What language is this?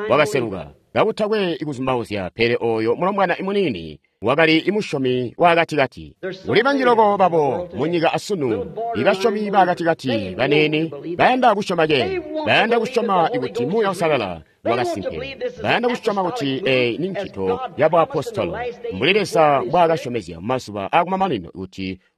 Tonga (Zambia)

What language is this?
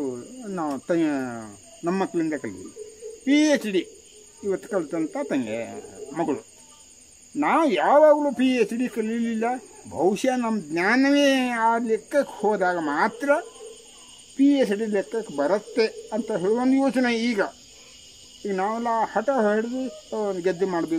Kannada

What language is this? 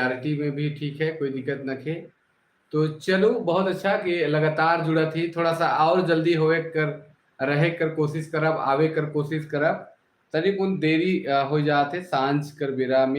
Sadri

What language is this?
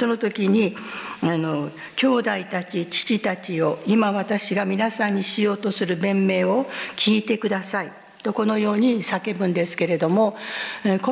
Japanese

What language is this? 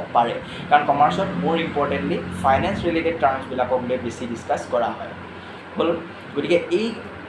Assamese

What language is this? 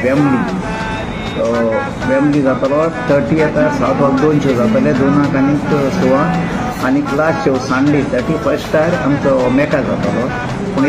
Konkani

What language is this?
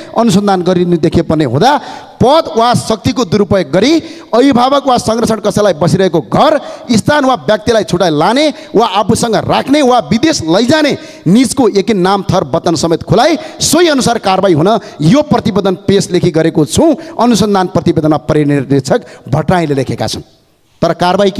Nepali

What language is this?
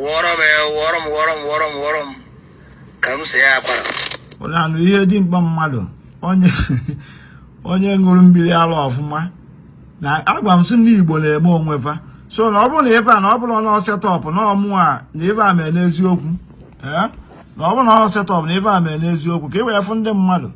Igbo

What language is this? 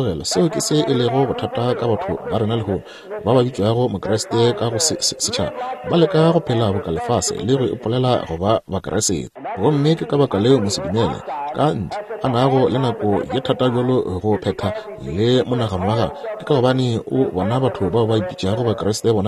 Northern Sotho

